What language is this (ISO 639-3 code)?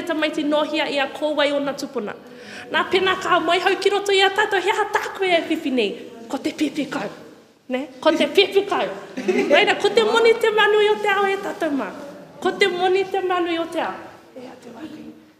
mri